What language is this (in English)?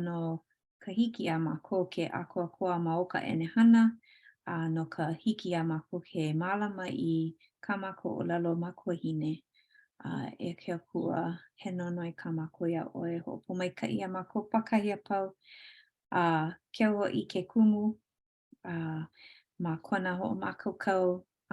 Hawaiian